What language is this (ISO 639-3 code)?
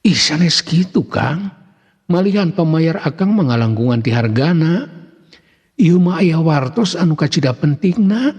sun